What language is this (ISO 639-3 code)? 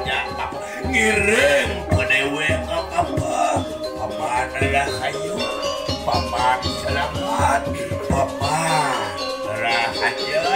ban